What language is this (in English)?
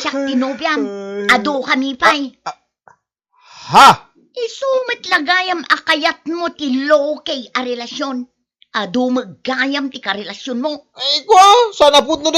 Iloko